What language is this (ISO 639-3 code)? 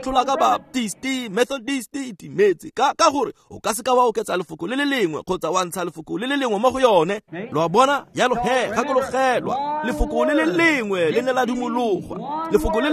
tsn